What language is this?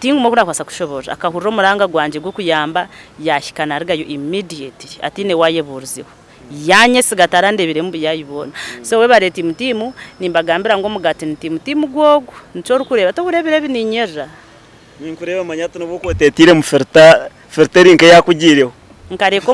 Nyankole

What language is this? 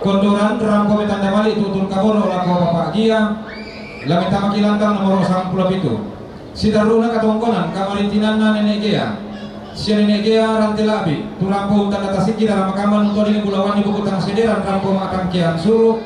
Toraja-Sa'dan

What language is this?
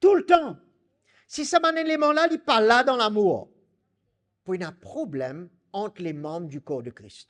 Morisyen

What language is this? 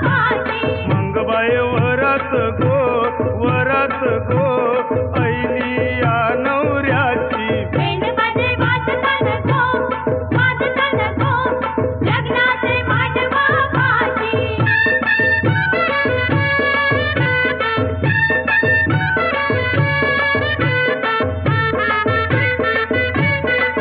Marathi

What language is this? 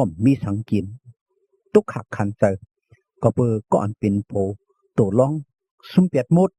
Shan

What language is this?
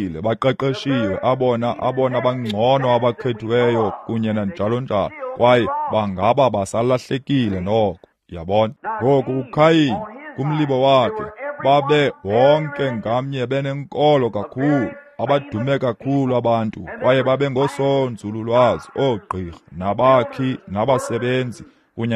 Xhosa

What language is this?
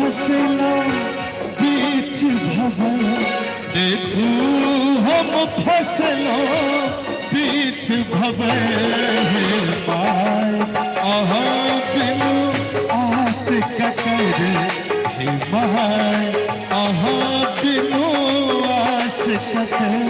Maithili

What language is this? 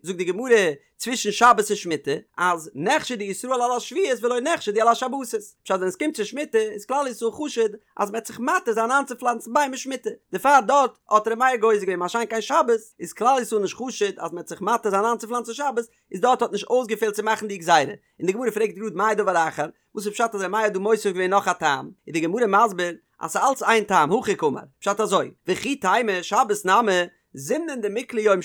Yiddish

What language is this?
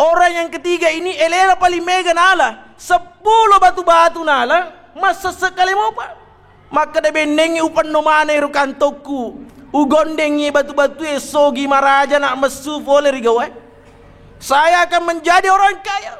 Buginese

